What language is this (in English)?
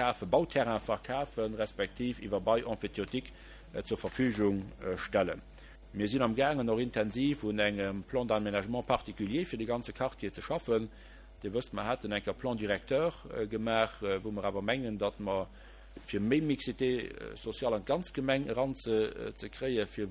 Luxembourgish